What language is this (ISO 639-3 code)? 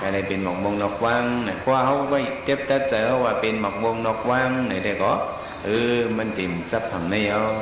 shn